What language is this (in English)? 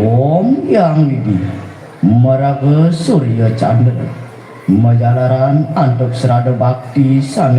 Balinese